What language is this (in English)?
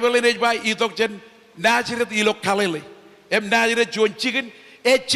Marshallese